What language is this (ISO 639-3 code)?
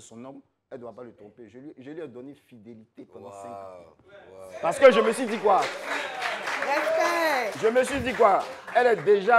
fra